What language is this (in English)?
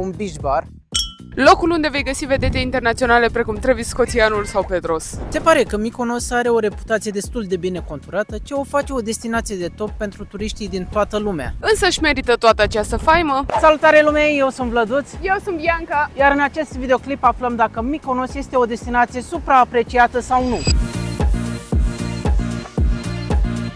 Romanian